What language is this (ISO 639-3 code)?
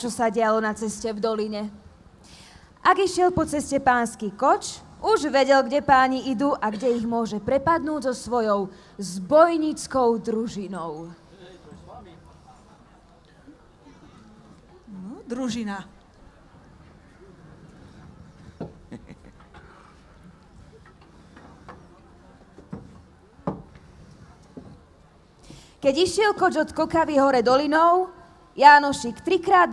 slk